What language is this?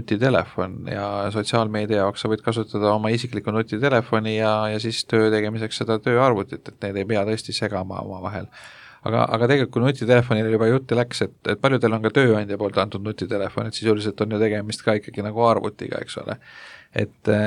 Estonian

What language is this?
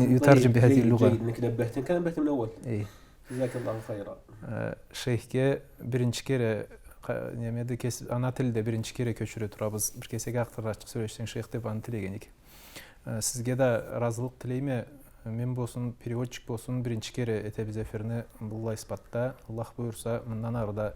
Karachay-Balkar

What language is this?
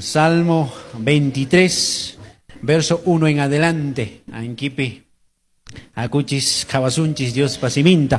Quechua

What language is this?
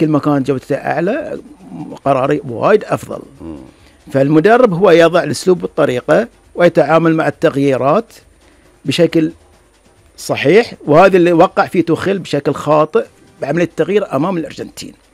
Gulf Arabic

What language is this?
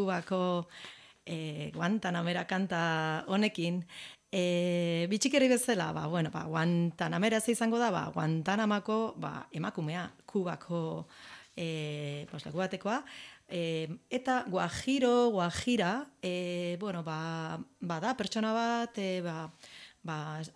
Basque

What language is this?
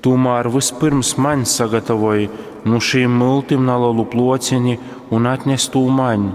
Latgalian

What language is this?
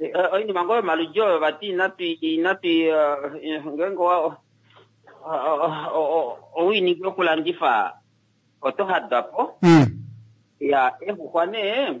Kuanyama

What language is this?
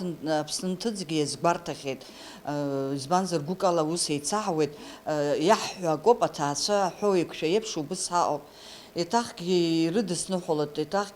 Abkhazian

